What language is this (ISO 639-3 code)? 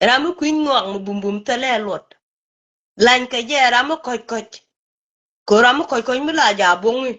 nus